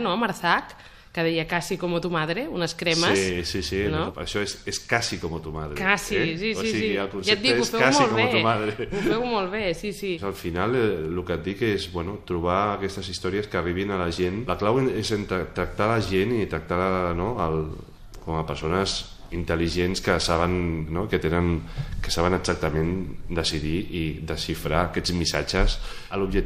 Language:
Catalan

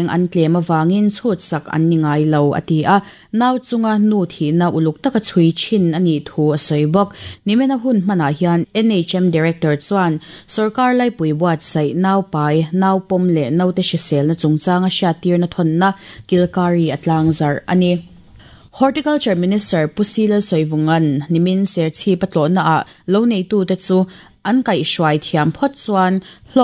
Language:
Mizo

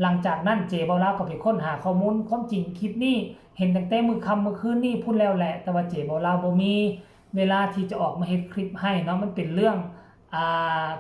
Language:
Northeastern Thai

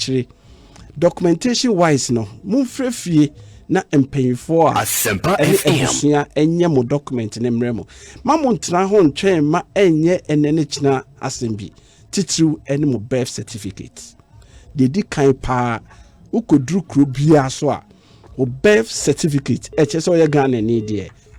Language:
Akan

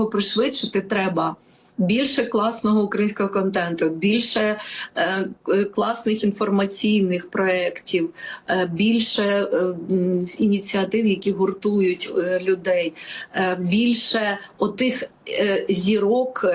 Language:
Ukrainian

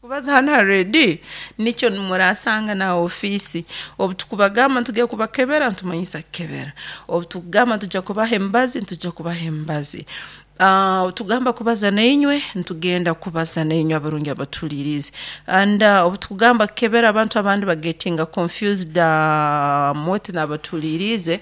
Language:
Nyoro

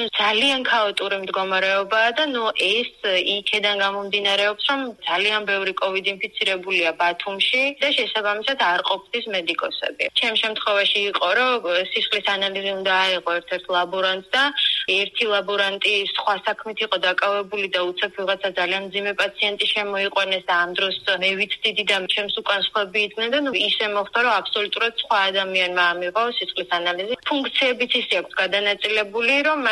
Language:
Georgian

